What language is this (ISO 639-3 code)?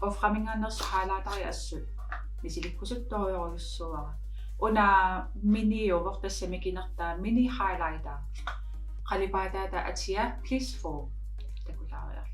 kal